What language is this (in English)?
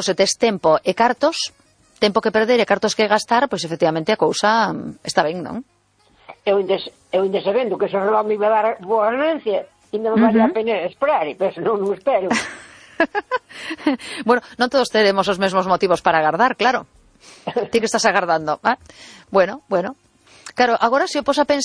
Galician